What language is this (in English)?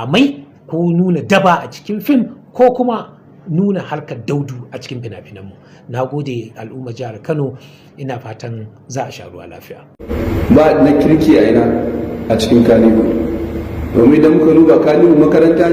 Hausa